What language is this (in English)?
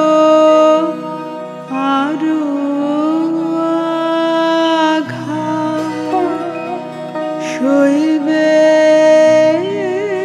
Bangla